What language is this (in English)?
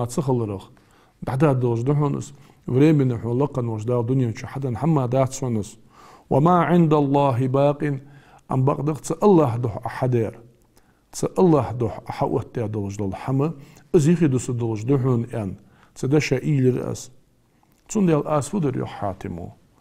Ingush